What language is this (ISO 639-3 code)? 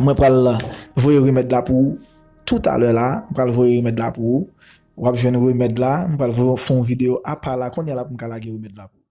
hat